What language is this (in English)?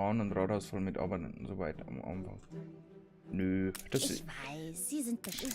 Bavarian